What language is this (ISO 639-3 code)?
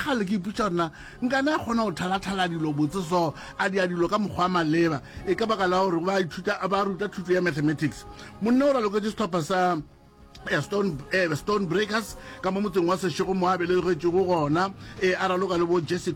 nso